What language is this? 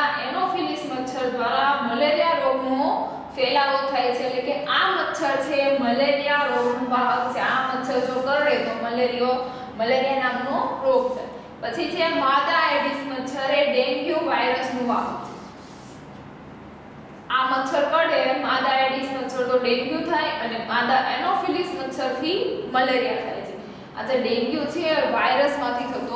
Gujarati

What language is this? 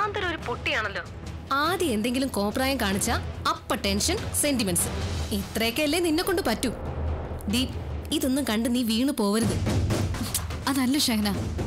Malayalam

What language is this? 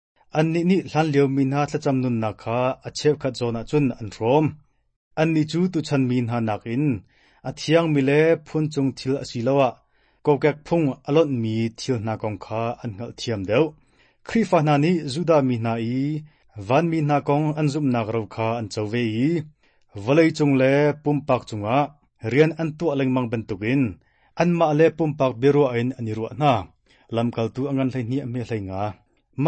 Hakha Chin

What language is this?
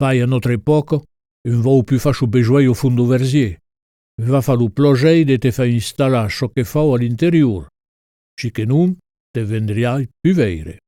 Occitan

